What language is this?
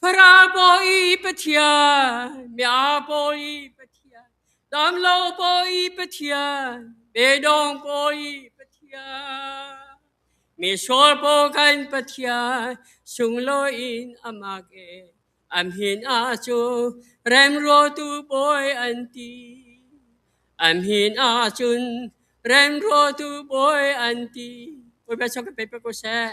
Hakha Chin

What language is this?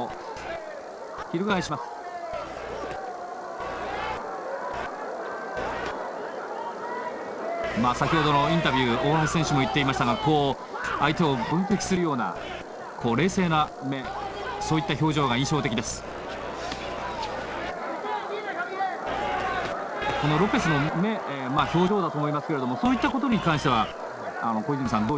Japanese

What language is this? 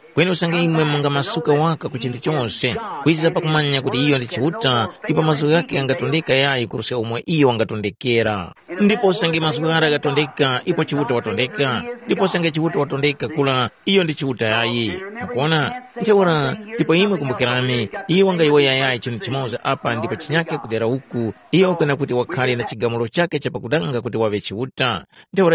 Tumbuka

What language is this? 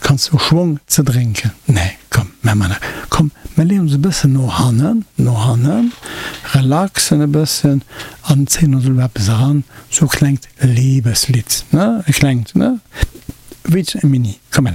Luxembourgish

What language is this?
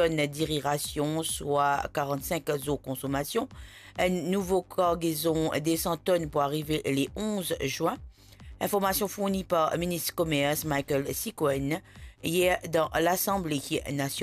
Morisyen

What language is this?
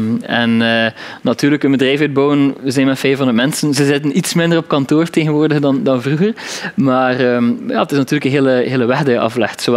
Dutch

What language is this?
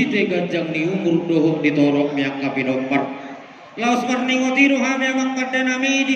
Batak Toba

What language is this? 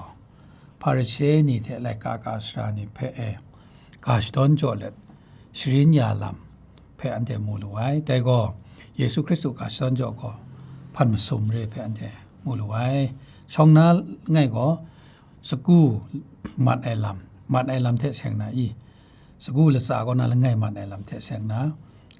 Kachin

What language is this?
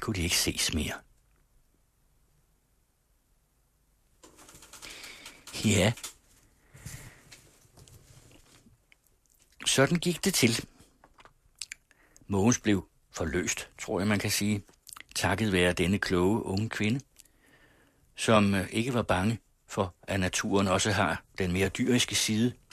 Danish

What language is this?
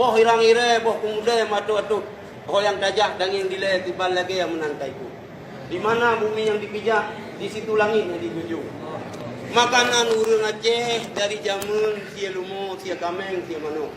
Achinese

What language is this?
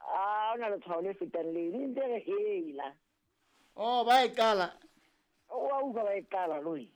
Southern Sotho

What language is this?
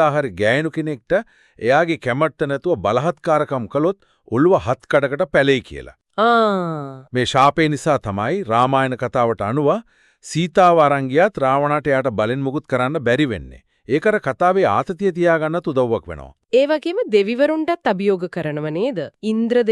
Sinhala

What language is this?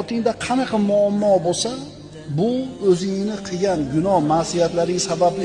Uzbek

